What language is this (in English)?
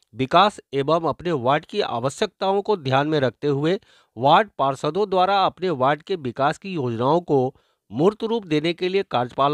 Hindi